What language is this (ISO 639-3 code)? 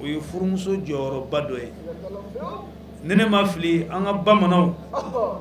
bam